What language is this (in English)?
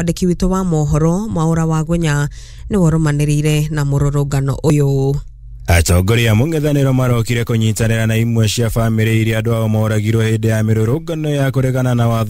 Kikuyu